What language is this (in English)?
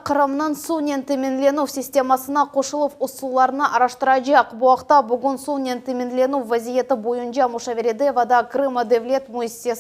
Crimean Tatar